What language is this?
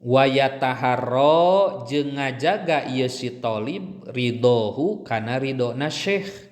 Sundanese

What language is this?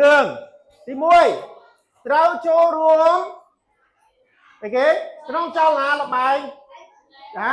Khmer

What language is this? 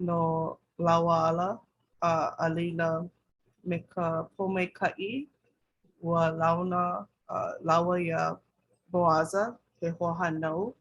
Hawaiian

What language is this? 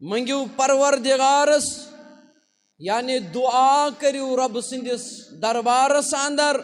Kashmiri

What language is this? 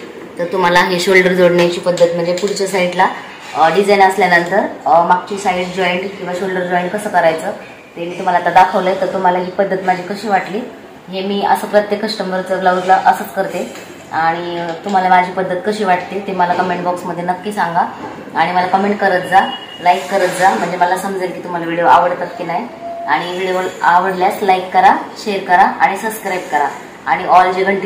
Marathi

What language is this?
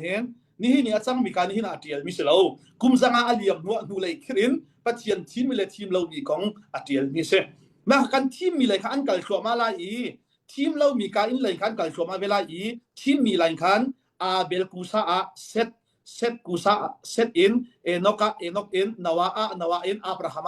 Hakha Chin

